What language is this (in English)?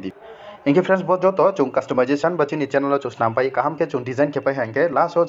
Riang (India)